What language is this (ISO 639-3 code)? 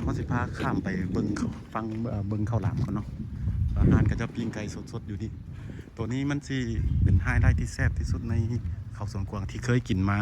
lao